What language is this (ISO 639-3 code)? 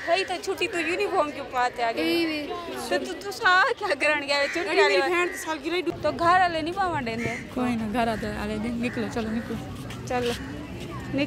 skr